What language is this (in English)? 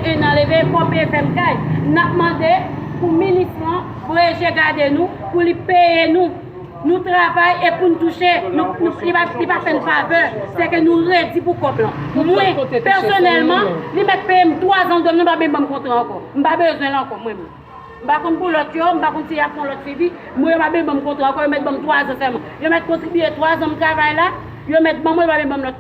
Haitian Creole